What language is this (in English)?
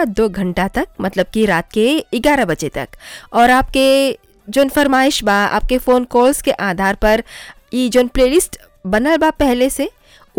Bhojpuri